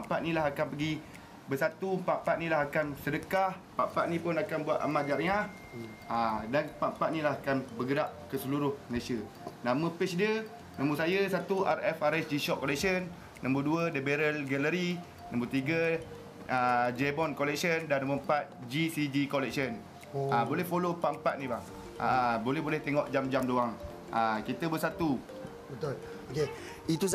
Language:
Malay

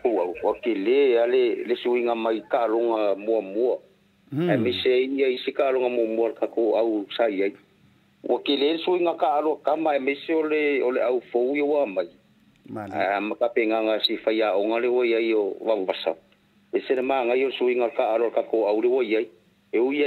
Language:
Samoan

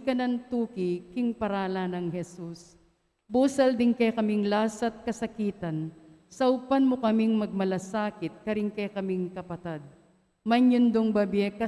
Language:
Pampanga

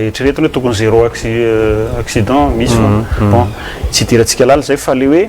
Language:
Malagasy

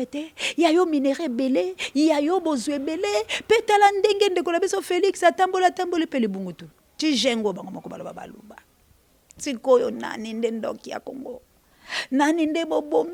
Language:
Lingala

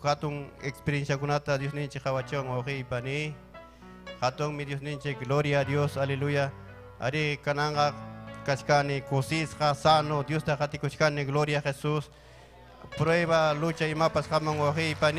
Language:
Ayacucho Quechua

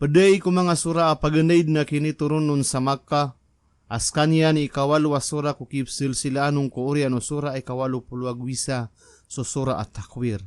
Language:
Maranao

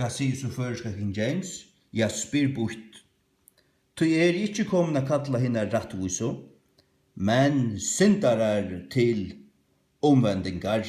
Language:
Faroese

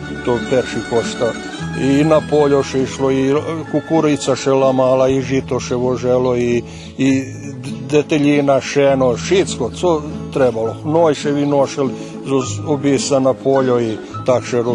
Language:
Rusyn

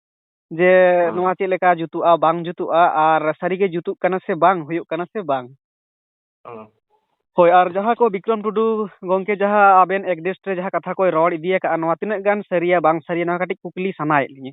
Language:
Santali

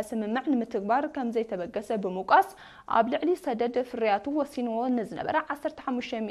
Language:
Tigrinya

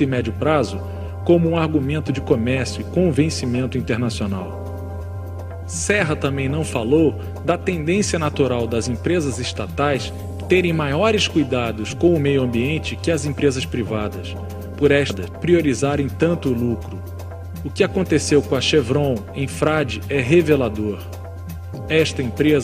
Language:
Portuguese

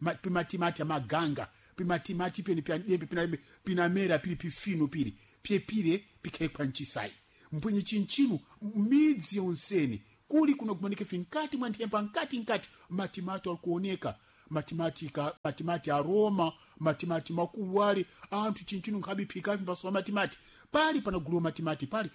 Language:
Sena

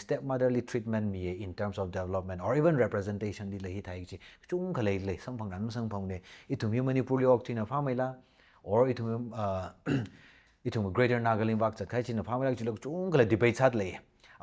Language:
Tangkhul Naga (India)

